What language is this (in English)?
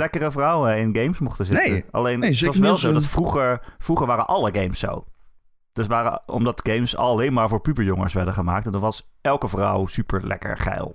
Dutch